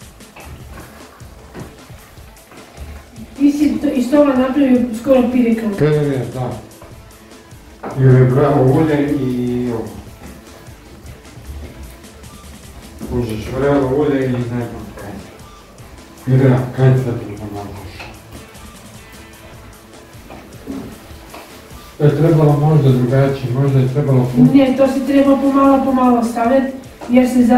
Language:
Croatian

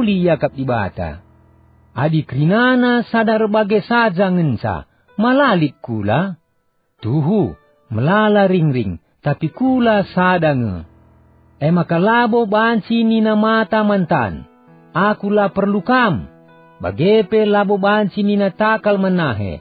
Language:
Batak Karo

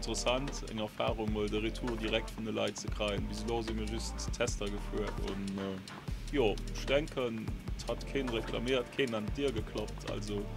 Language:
Luxembourgish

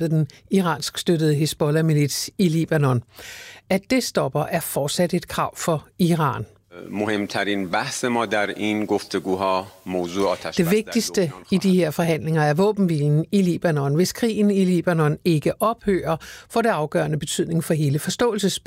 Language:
Danish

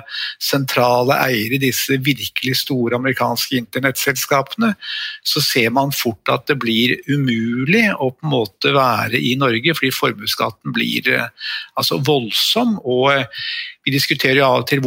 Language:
Norwegian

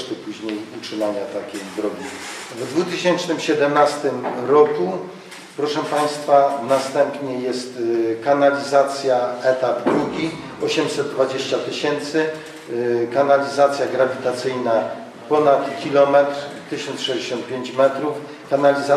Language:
Polish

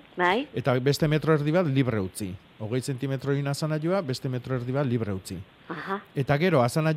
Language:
Basque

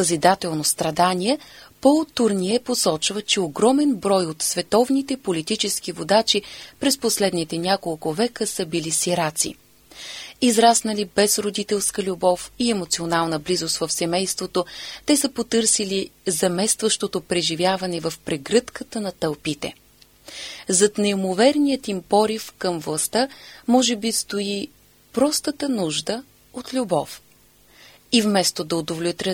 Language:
Bulgarian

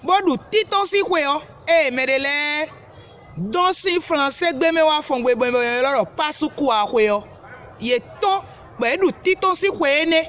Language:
Fon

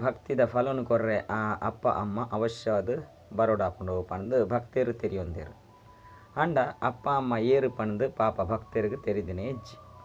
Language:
Tulu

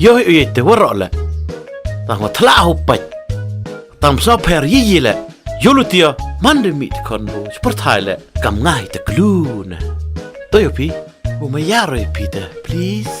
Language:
Khasi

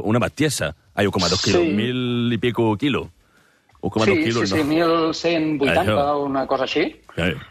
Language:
Catalan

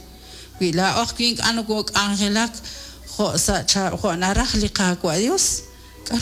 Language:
Kekchí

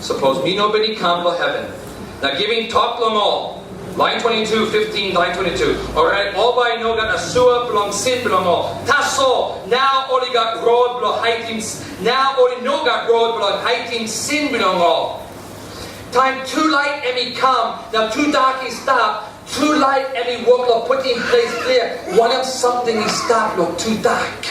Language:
Tok Pisin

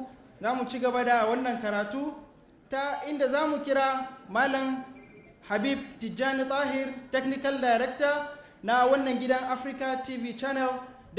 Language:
Hausa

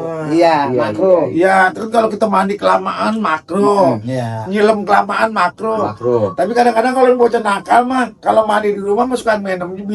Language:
Betawi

